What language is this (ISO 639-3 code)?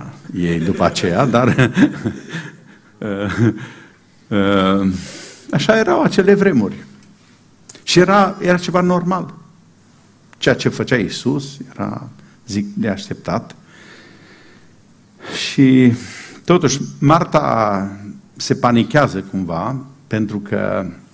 ron